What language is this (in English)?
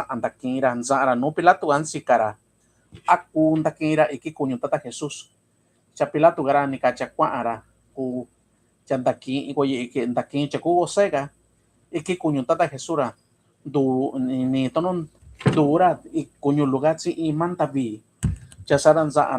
Mixtepec Mixtec